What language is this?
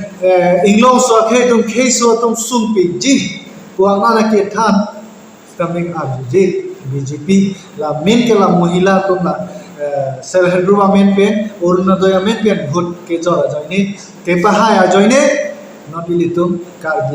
Karbi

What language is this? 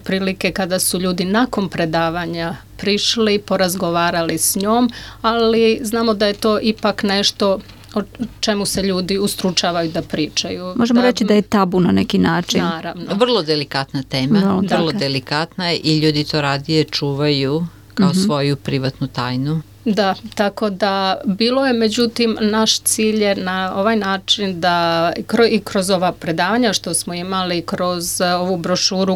Serbian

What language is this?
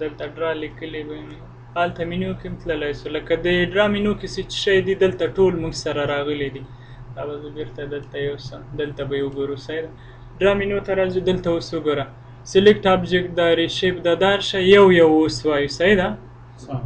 Pashto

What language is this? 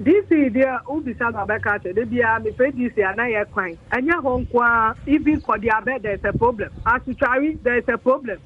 Akan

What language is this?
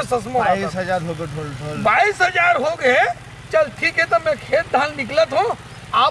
Chhattisgarhi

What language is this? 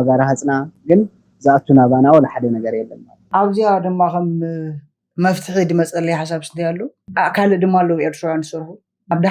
Tigrinya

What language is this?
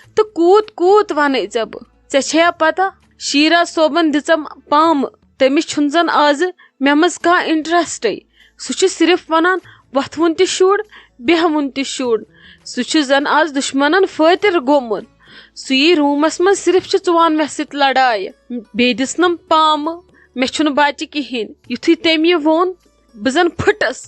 Kashmiri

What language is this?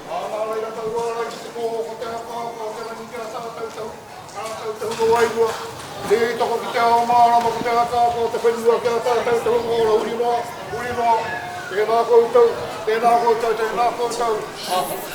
Māori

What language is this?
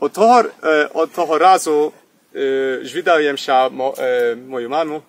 Rusyn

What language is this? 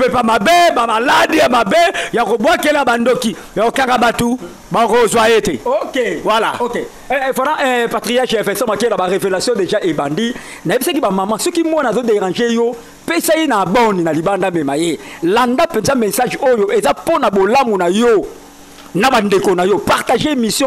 Lingala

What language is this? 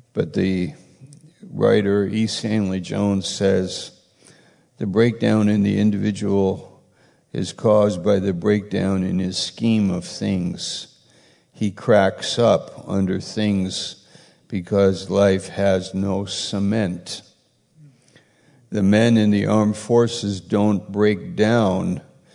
English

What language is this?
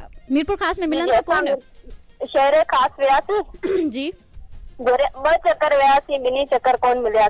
Sindhi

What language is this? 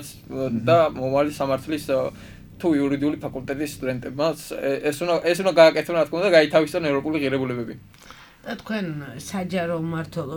Georgian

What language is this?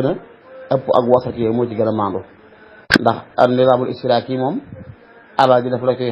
Wolof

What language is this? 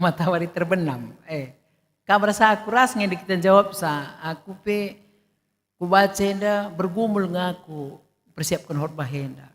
Batak Karo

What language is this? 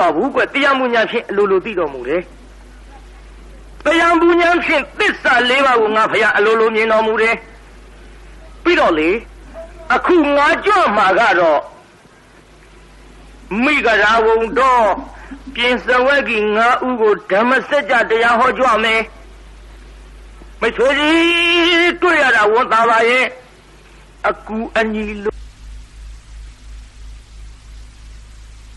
Burmese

